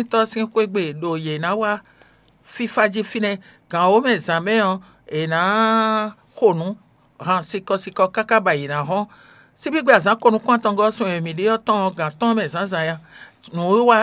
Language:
Fon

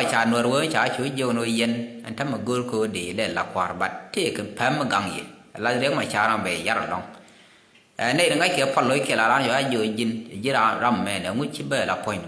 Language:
Nuer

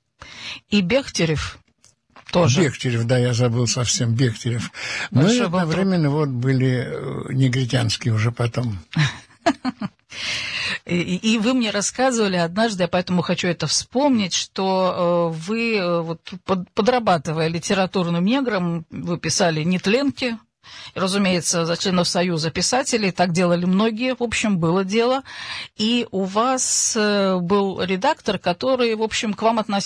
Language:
Russian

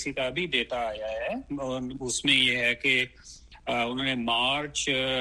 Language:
Urdu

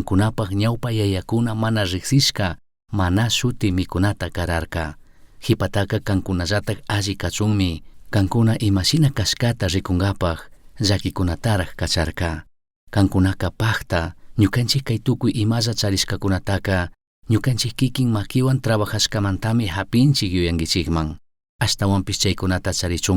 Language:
Chimborazo Highland Quichua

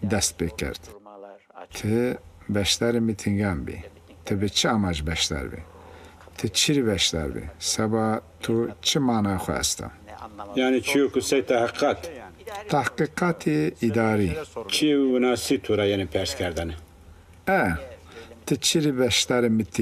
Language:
Zaza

